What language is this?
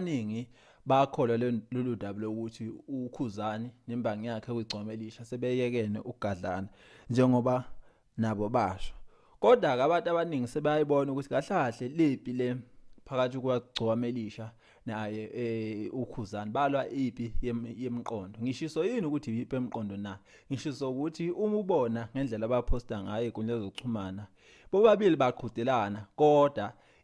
Zulu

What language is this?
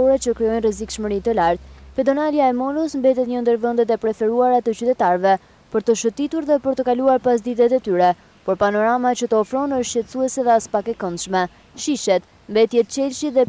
Albanian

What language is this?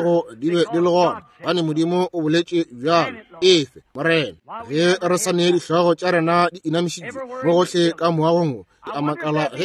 Northern Sotho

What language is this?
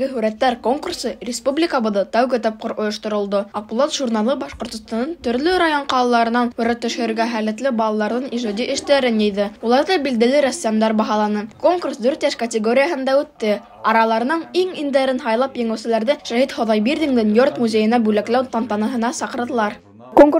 Bashkir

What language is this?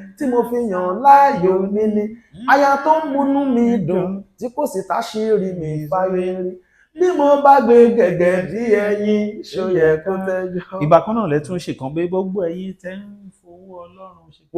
Yoruba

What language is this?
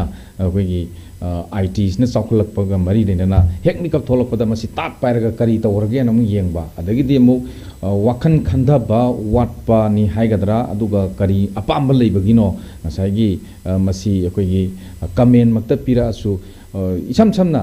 Manipuri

